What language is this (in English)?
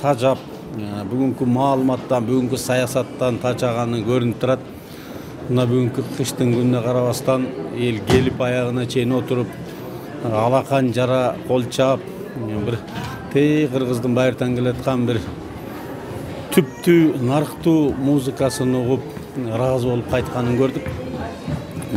Kyrgyz